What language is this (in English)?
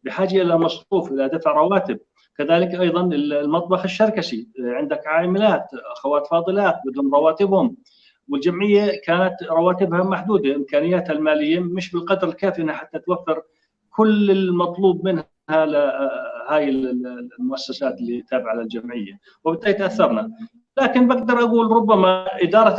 North Levantine Arabic